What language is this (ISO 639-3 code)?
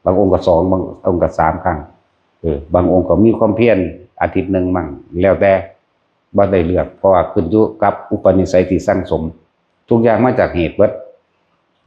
tts